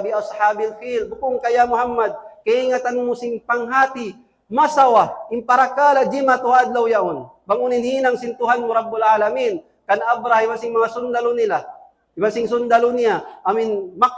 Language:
Tausug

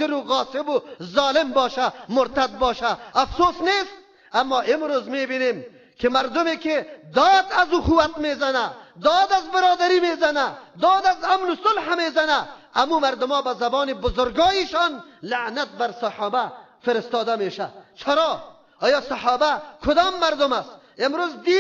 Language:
Persian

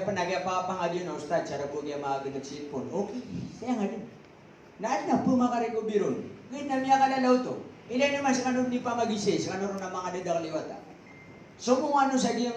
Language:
Maranao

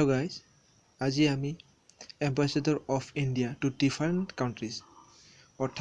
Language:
Assamese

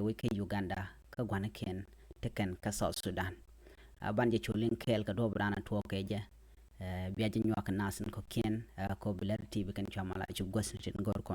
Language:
Nuer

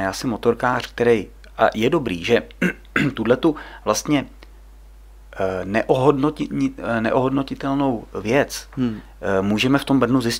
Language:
Czech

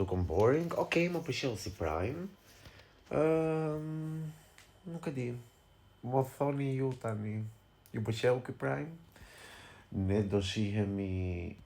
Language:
Albanian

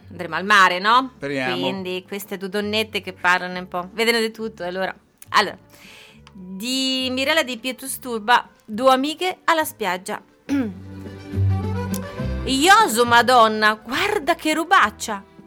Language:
Italian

